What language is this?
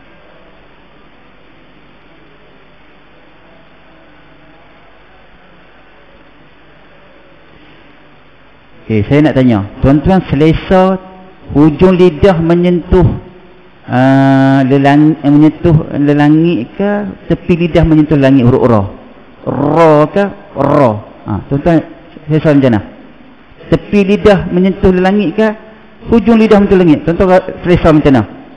Malay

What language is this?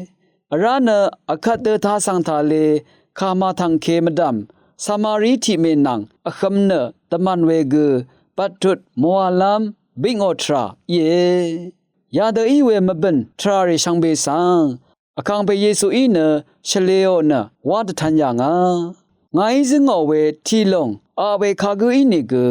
Rawang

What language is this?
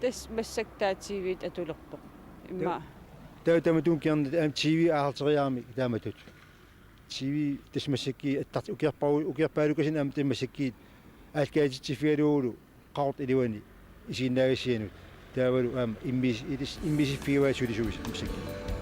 Kalaallisut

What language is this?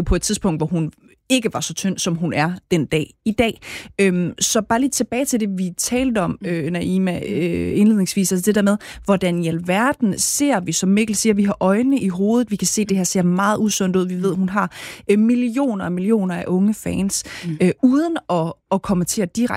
Danish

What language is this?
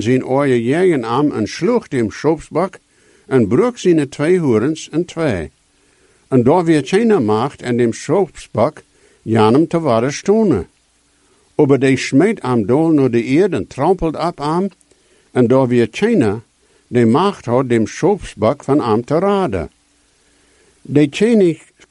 Plautdietsch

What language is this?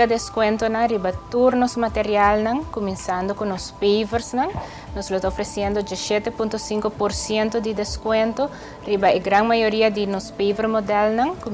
Papiamento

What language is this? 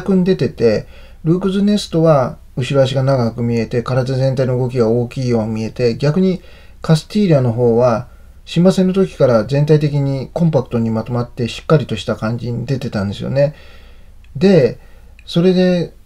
Japanese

